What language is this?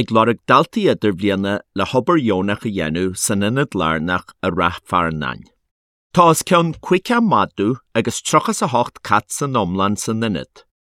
Irish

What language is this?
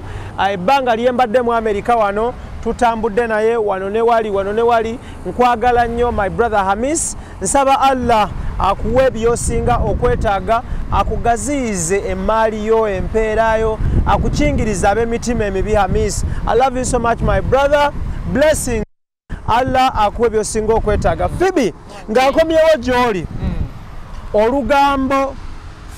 Ganda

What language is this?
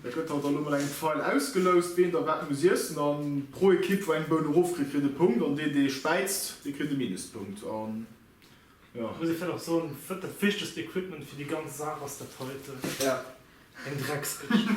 Luxembourgish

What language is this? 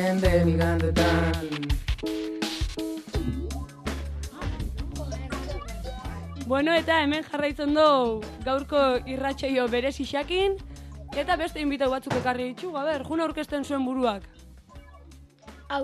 Basque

